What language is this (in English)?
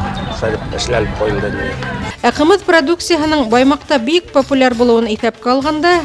Bashkir